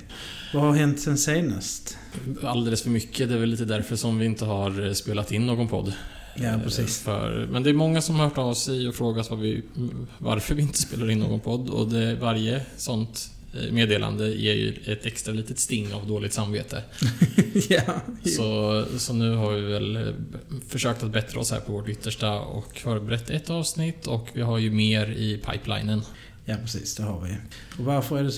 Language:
Swedish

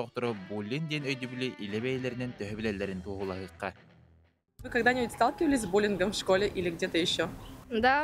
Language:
Yakut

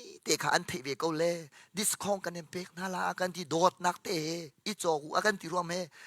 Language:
Hakha Chin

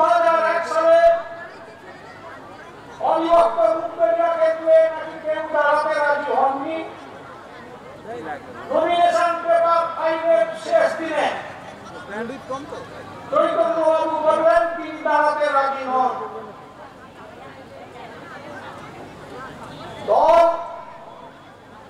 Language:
Bangla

